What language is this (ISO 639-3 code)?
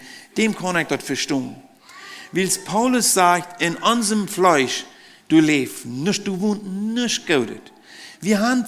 pdt